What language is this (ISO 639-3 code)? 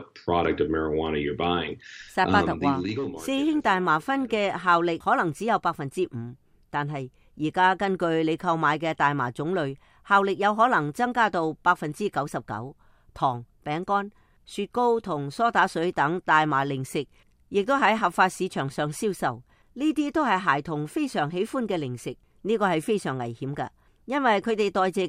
yue